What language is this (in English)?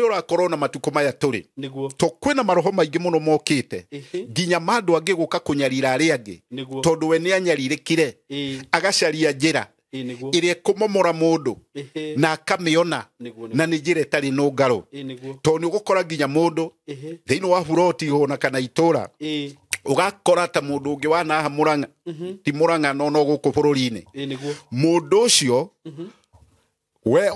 Kikuyu